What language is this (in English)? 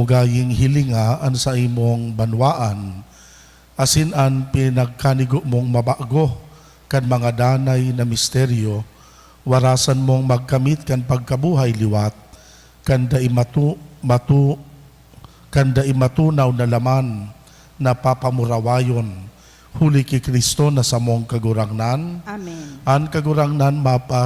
Bikol